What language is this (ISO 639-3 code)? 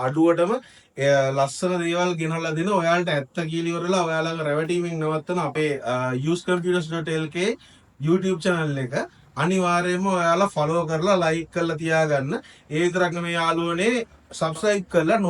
sin